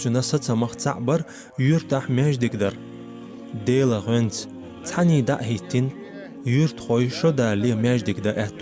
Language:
Chechen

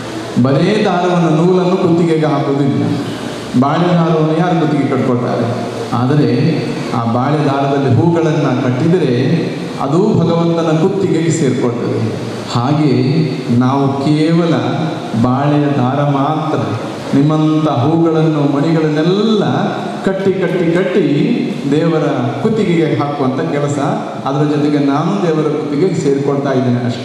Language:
Kannada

